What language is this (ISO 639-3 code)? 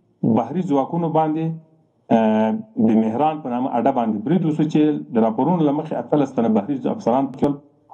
pus